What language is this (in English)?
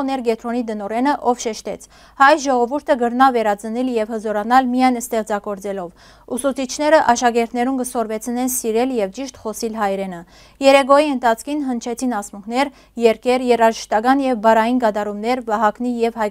Western Armenian